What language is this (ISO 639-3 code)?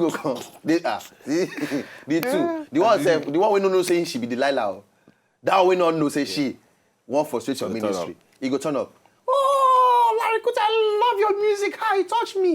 pcm